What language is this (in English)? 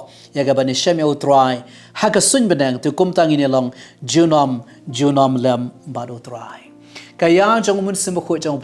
Khasi